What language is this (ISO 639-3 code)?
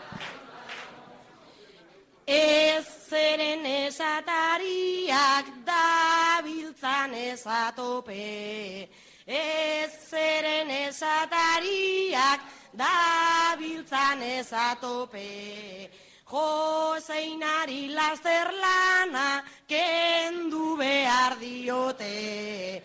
eus